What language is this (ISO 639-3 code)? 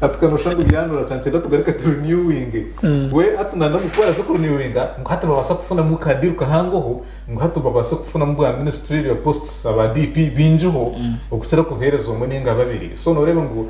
nyn